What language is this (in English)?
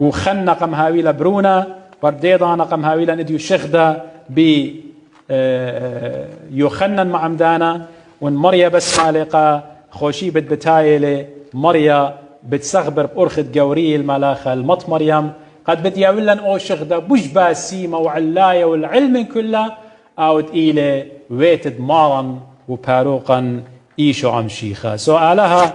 Assyrian Neo-Aramaic